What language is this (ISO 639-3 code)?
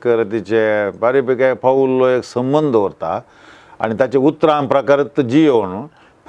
kok